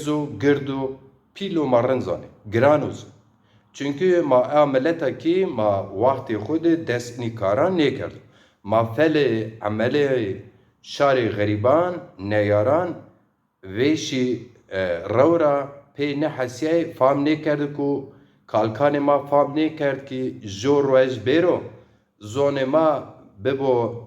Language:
Zaza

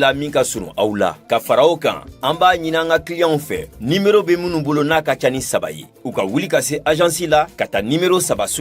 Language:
Bambara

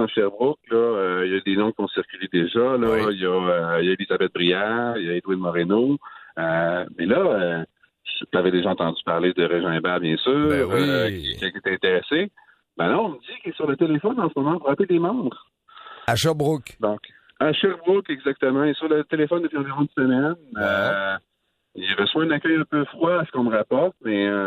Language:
French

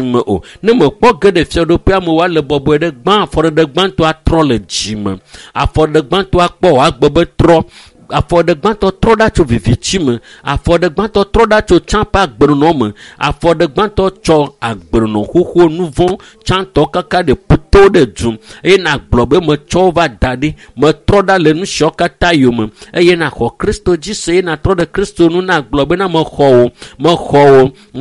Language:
Ewe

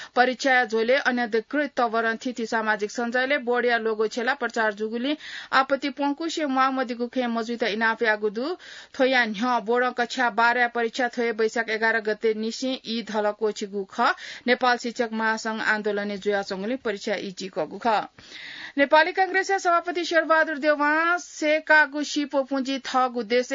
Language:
Newari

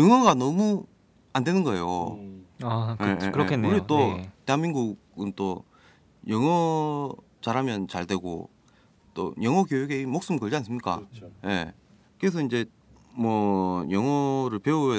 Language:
Korean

